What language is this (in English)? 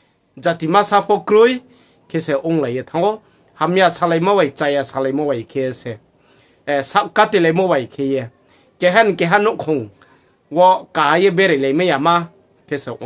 Riang (India)